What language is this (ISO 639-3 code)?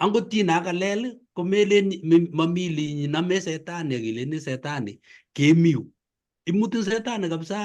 kln